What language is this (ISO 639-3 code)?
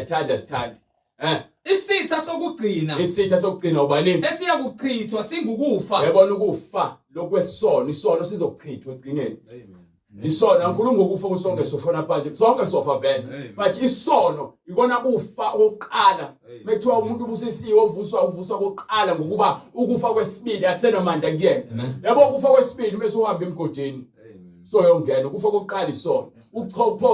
zul